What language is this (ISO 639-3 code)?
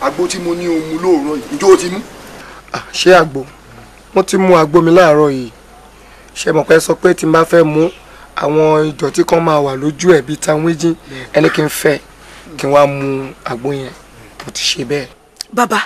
yor